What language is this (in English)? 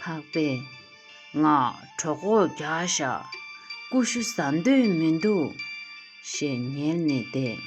Tibetan